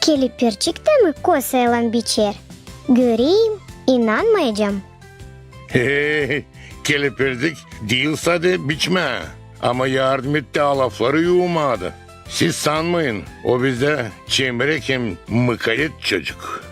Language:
Gagauz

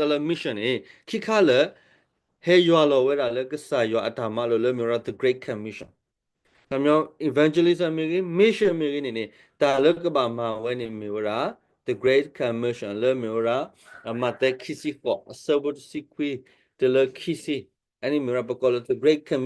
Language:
S'gaw Karen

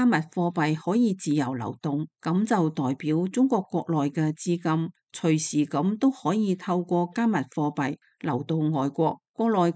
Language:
Cantonese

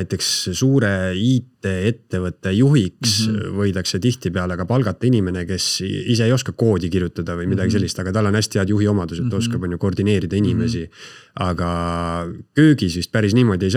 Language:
Estonian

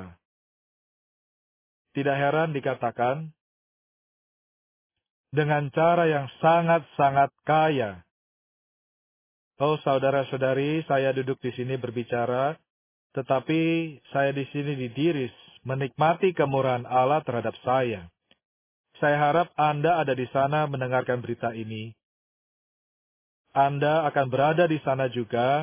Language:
Indonesian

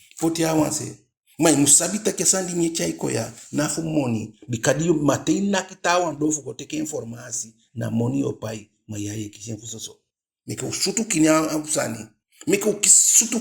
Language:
Eastern Maroon Creole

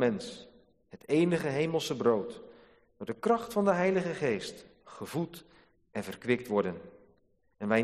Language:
Dutch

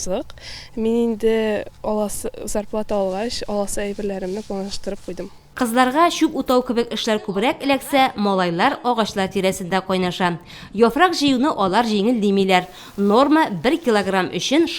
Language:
Tatar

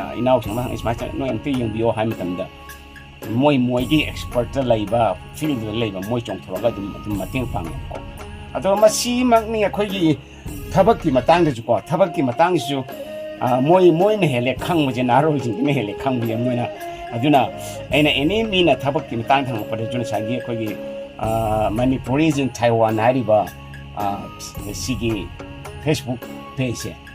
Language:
Manipuri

